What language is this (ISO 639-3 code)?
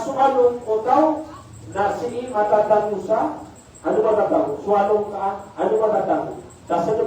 mrw